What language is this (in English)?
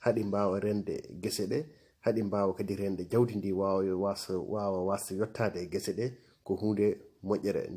Fula